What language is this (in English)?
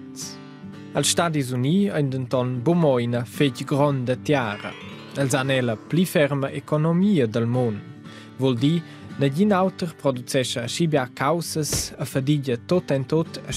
Romansh